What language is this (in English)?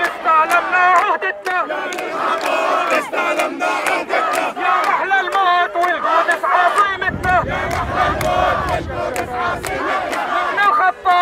North Levantine Arabic